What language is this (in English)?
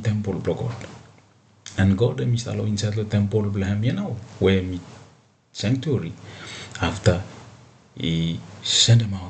Bislama